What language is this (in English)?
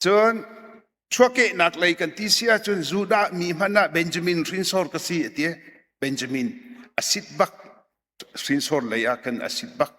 Hakha Chin